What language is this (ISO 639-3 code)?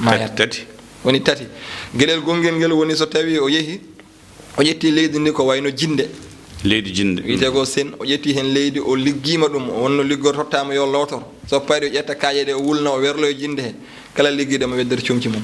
ful